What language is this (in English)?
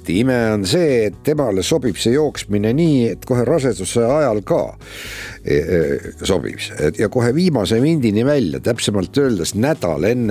Estonian